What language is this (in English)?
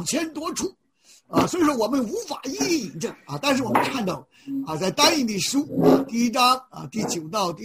Chinese